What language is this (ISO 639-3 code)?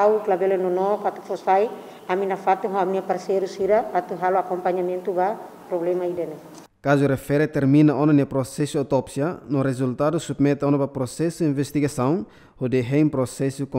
tet